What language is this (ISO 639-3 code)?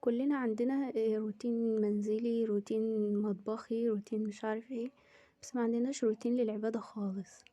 arz